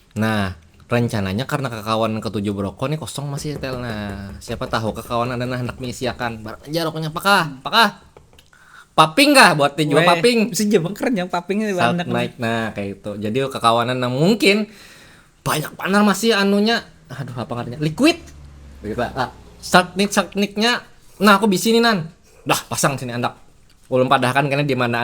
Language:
Banjar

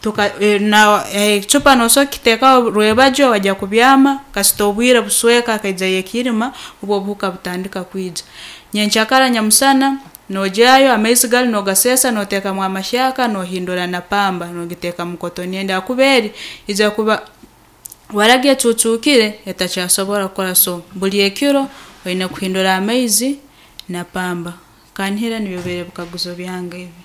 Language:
Nyankole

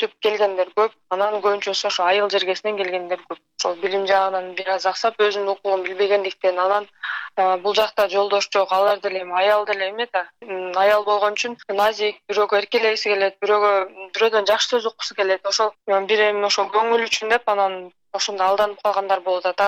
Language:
Kyrgyz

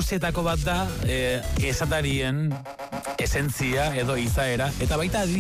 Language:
Basque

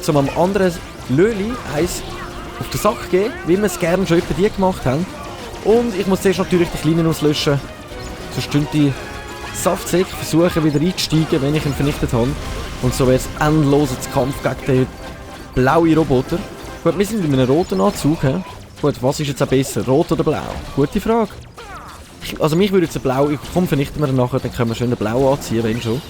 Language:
Swiss German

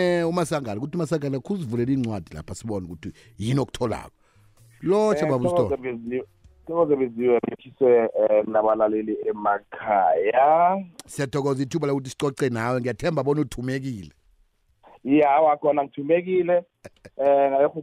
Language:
South Ndebele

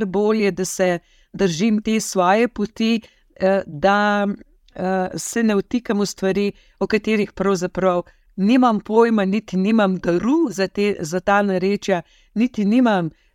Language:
Slovenian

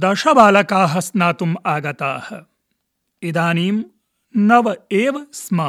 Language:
Sanskrit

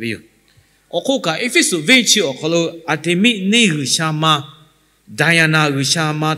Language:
Lahu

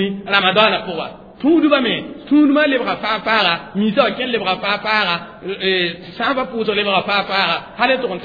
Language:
Mossi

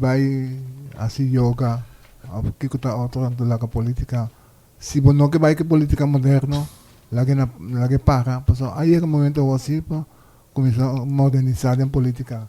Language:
Papiamento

